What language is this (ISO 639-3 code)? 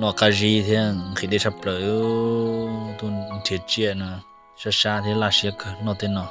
hmn